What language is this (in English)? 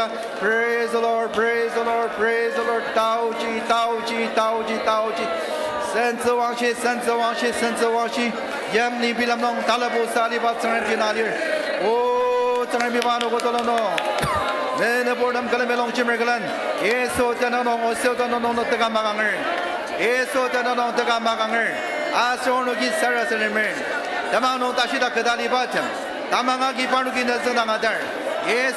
Ao Naga